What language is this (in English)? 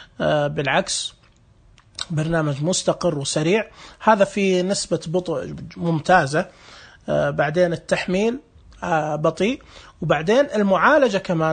Najdi Arabic